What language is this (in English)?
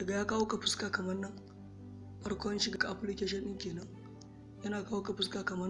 Hausa